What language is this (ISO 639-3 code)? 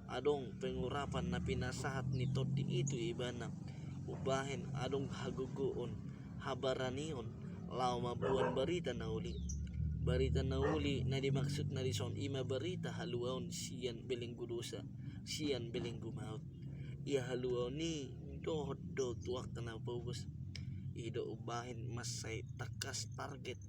bbc